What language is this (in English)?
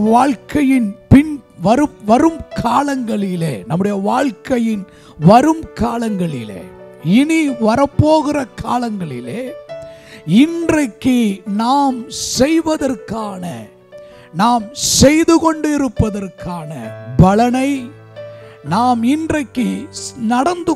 Tamil